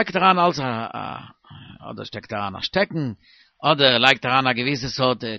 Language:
Yiddish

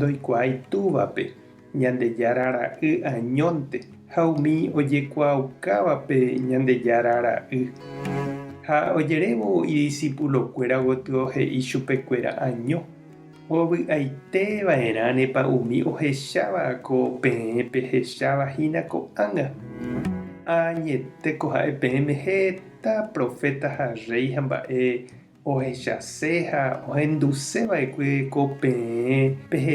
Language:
Guarani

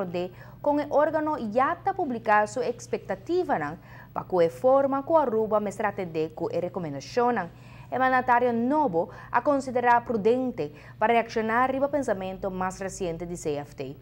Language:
Papiamento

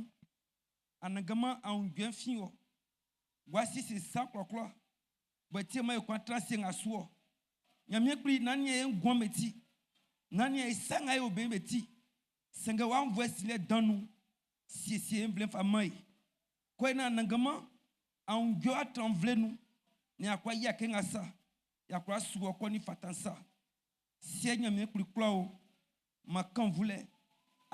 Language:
Baoulé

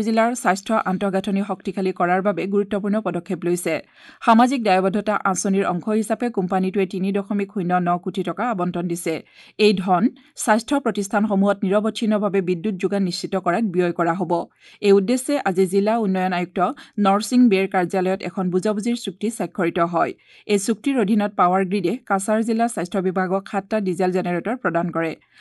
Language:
Assamese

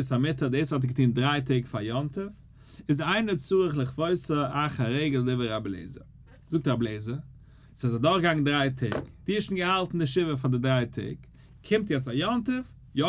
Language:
Yiddish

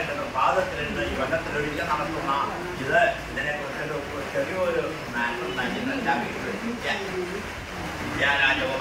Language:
Malayalam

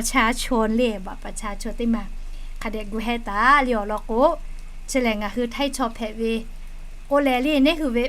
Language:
Lahu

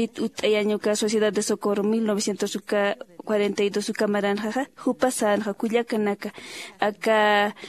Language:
Aymara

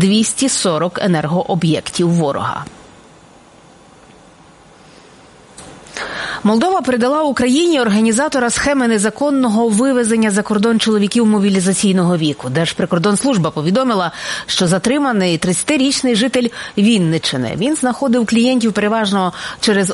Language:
Ukrainian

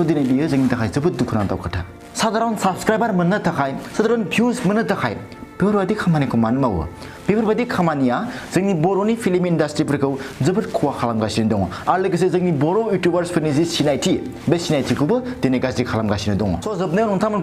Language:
Bodo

